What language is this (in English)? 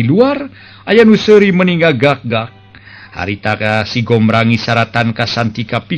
Sundanese